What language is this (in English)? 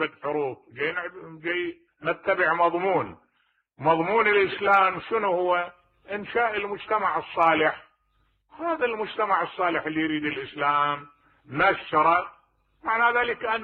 Mesopotamian Arabic